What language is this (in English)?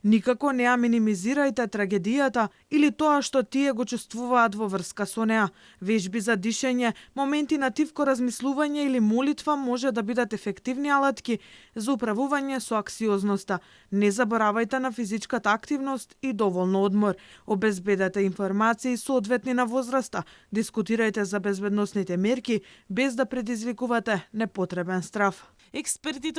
Macedonian